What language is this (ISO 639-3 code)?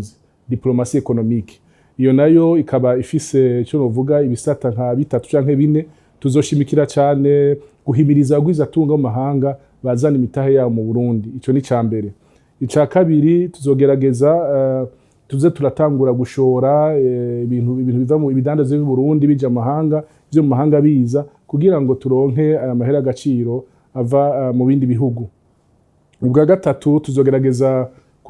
run